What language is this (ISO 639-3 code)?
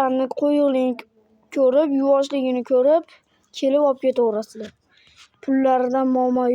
uzb